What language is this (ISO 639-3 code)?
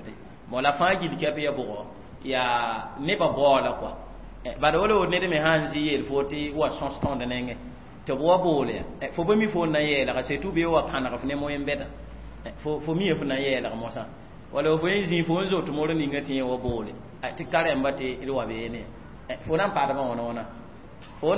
mos